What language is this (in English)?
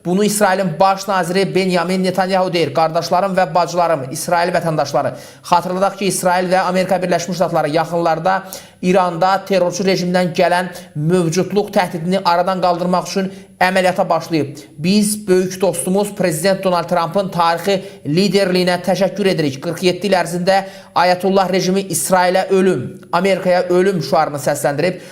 Azerbaijani